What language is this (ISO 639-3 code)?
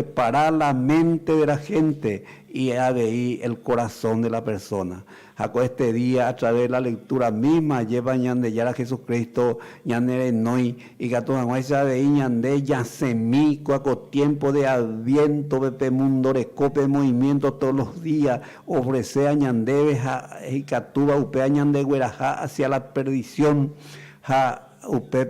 grn